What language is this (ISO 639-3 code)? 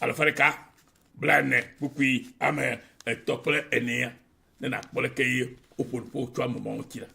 ewe